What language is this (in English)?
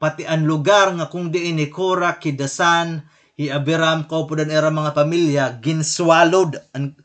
Waray